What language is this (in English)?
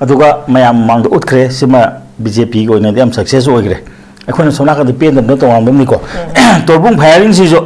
Manipuri